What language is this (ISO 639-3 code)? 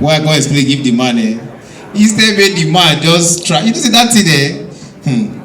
pcm